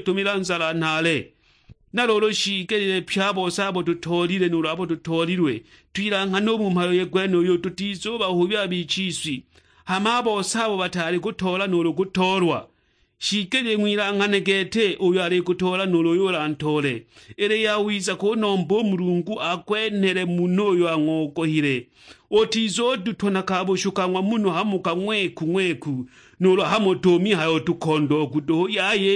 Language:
Sukuma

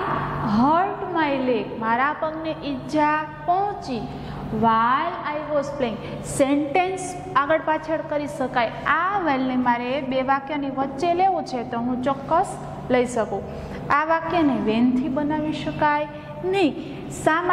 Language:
Gujarati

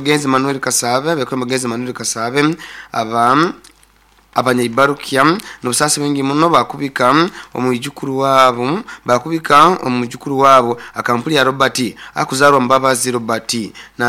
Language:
Nyoro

